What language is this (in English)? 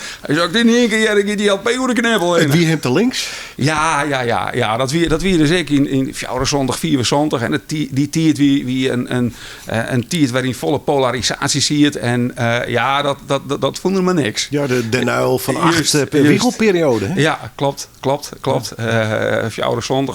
Western Frisian